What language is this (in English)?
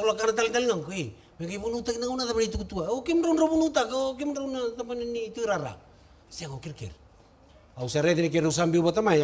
Fijian